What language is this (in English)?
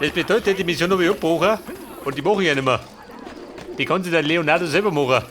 Bavarian